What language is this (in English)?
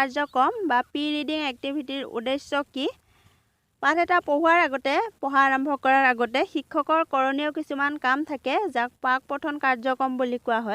Assamese